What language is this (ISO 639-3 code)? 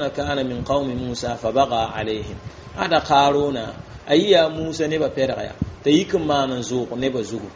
mos